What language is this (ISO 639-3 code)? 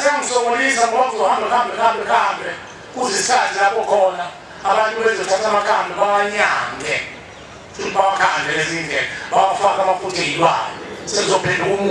zul